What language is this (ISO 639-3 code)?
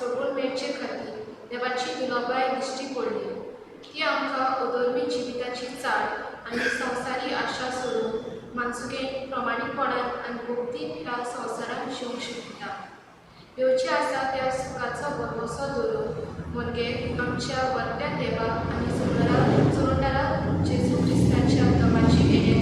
kok